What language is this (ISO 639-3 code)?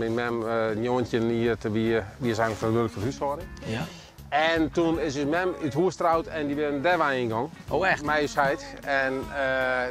fry